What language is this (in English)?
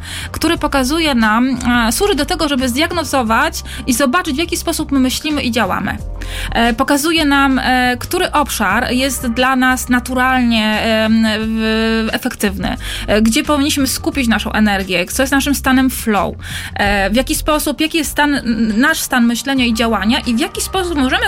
Polish